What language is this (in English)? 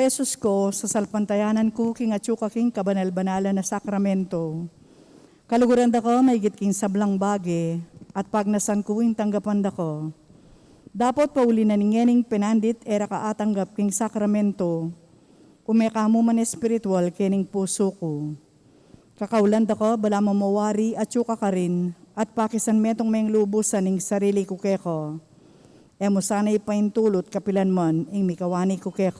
Pampanga